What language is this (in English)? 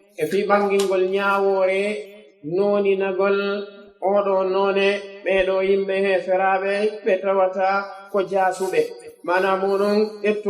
Pular